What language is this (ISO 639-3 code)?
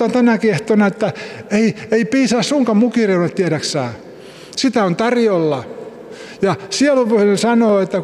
fin